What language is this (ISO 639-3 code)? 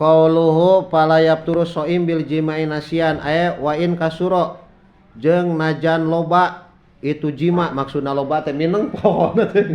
sun